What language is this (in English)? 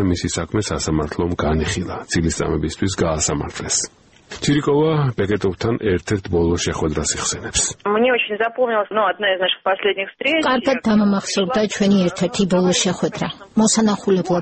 Georgian